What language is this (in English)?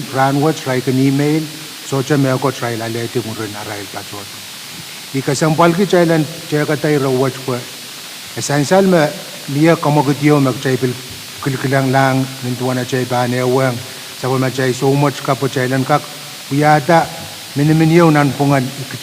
Pohnpeian